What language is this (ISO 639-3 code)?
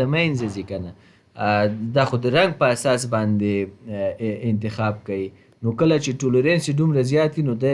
pus